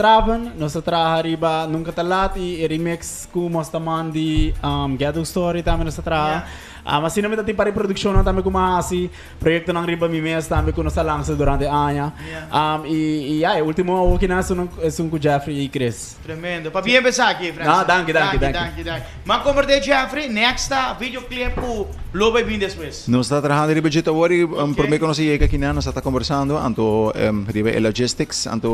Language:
Papiamento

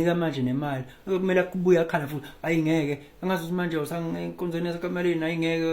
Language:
Zulu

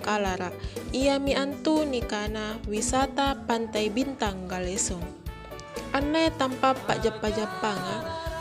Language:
Makasar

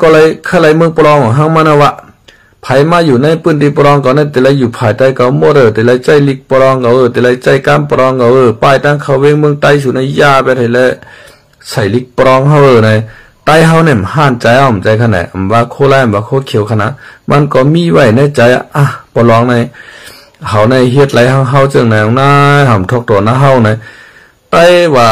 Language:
Shan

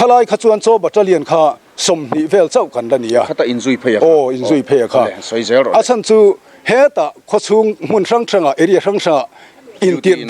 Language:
Mizo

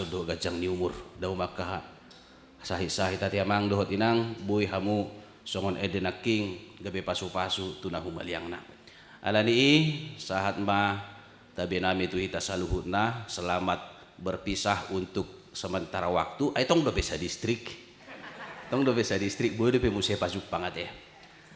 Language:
Batak Toba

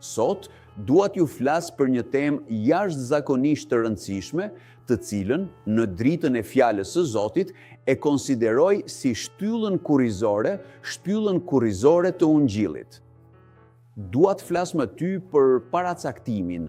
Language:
Albanian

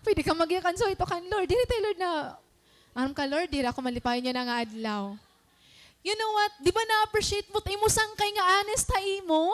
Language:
Waray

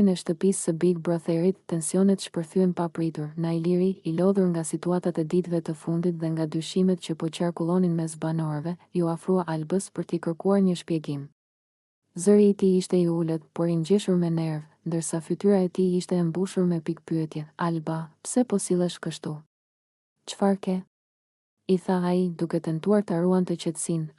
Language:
Albanian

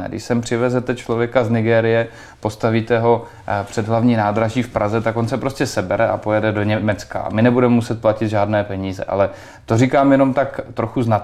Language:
Czech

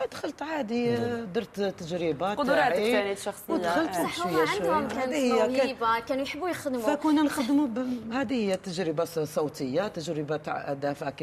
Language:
Algerian Arabic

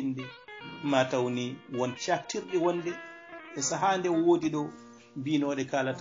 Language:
Fula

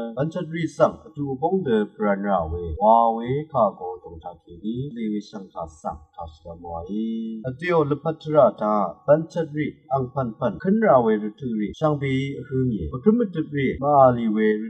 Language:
Rawang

